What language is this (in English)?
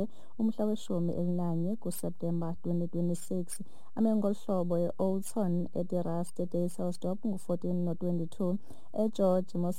Xhosa